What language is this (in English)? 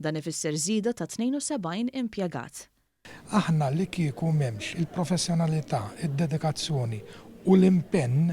Maltese